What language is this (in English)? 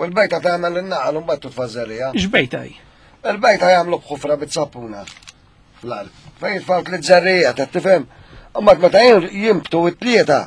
Maltese